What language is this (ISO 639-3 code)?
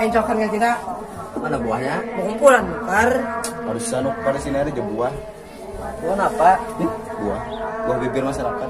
bjn